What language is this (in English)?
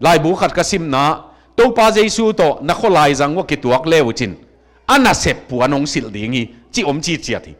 Tedim Chin